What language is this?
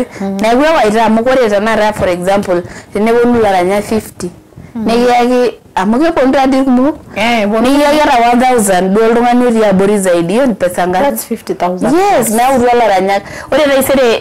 Masai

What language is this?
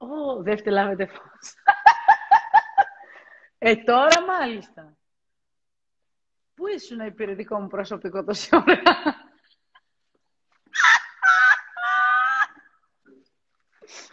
Greek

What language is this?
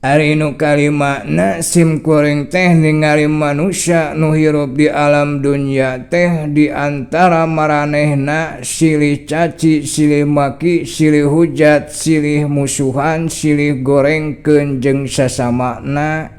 Sundanese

